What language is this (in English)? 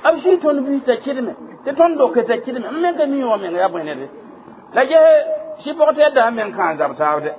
Mossi